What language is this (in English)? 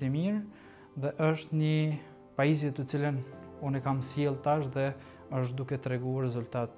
Albanian